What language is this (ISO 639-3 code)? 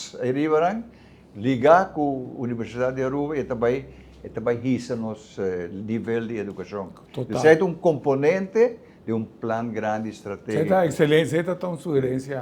pap